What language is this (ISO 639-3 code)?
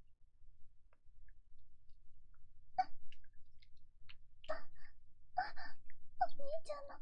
jpn